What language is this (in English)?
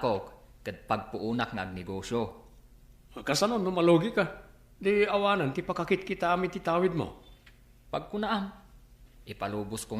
Iloko